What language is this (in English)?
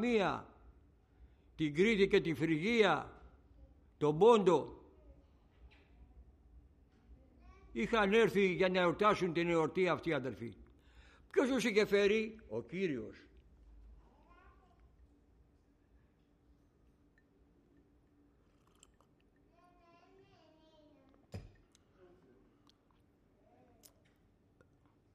Greek